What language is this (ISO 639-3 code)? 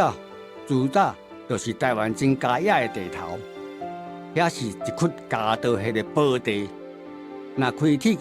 nan